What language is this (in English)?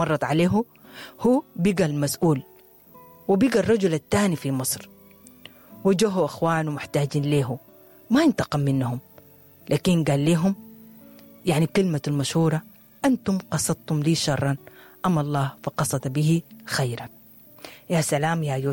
Sudanese Arabic